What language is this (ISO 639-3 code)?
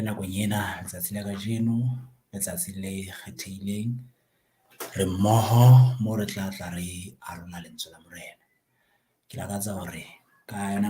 sot